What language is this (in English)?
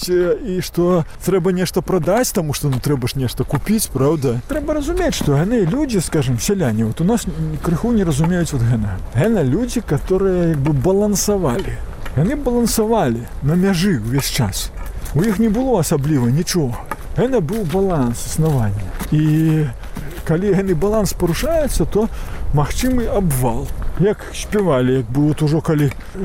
Belarusian